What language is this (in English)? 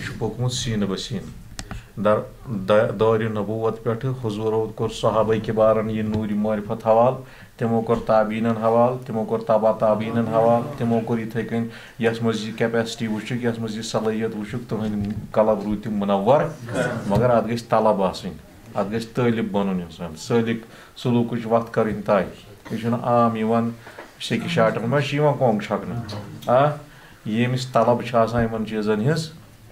Kashmiri